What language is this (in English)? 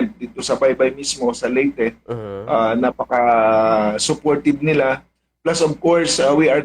Waray